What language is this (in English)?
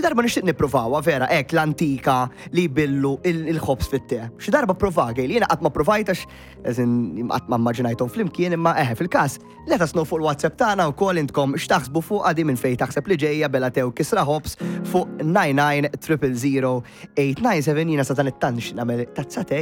Maltese